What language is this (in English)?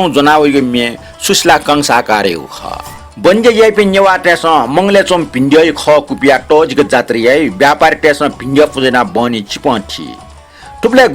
Newari